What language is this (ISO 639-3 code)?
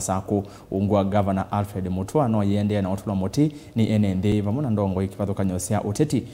kam